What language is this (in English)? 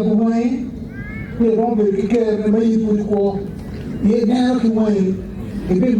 Acoli